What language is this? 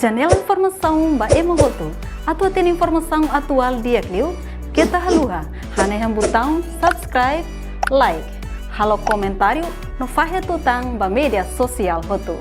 Tetum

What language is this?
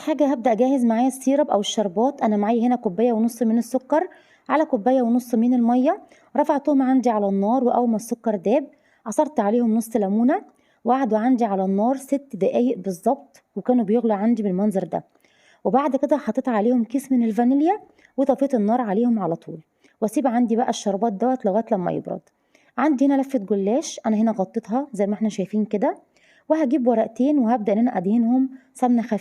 Egyptian Arabic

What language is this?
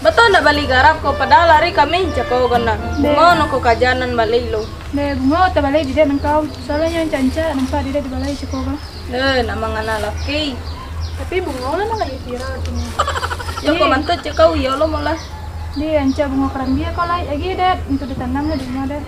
Minangkabau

